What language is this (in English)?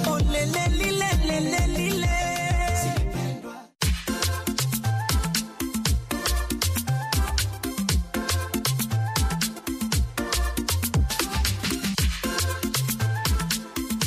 Swahili